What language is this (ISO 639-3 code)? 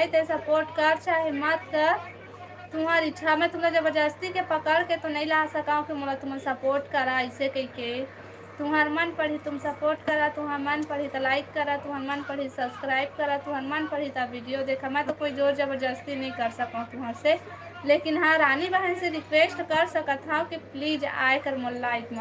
hne